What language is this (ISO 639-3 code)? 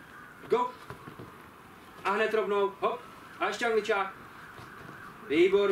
ces